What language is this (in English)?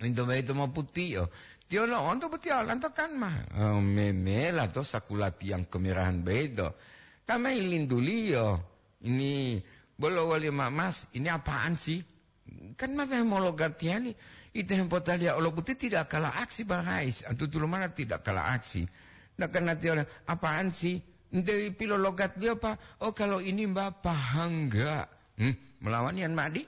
Gorontalo